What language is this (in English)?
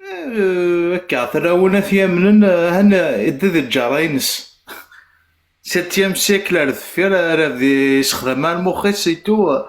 Kabyle